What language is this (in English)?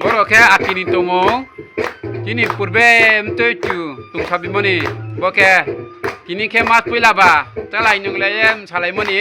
Riang (India)